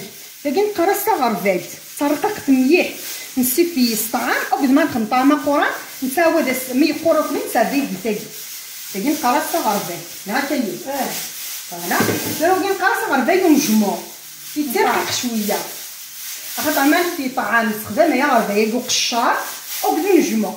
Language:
Kabyle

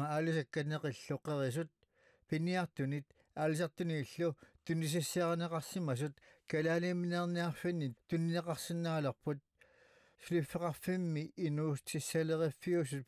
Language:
Kalaallisut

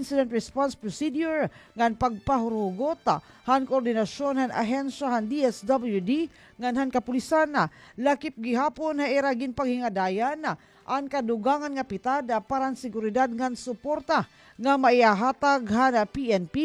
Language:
Waray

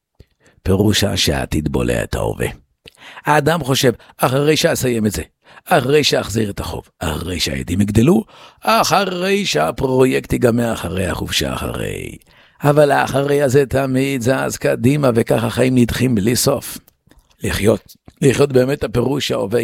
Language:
Hebrew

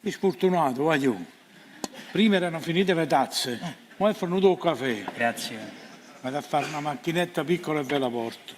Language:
Neapolitan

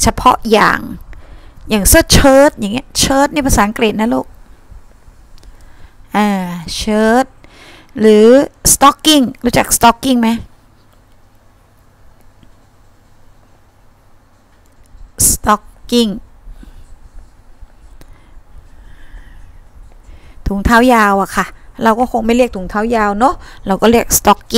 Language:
Thai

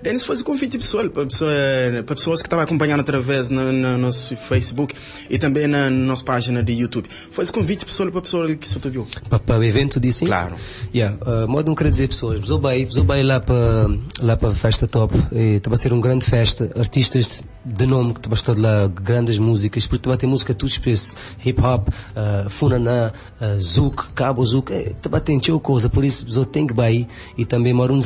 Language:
Kabuverdianu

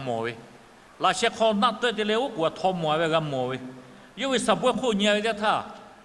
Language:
Lahu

